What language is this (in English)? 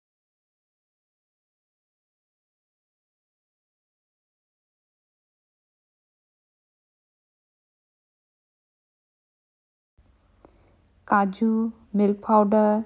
Hindi